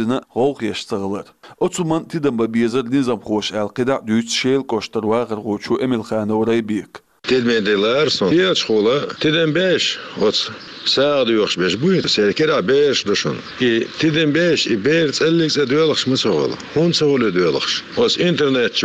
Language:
Chechen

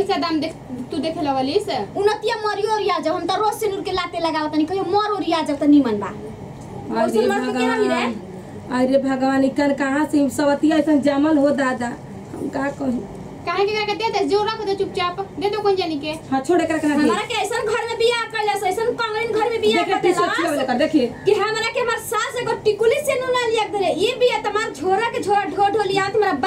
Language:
Bhojpuri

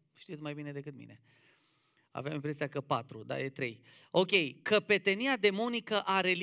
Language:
Romanian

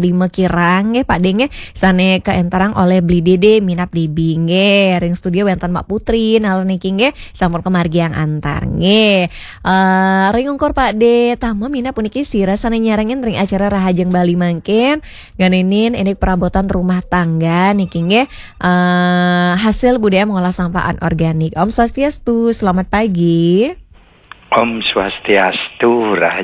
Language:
Balinese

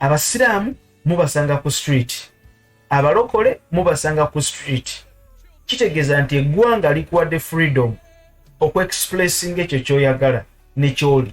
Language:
Ganda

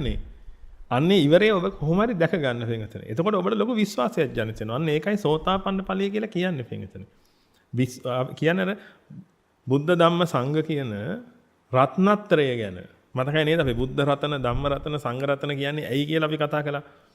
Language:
Sinhala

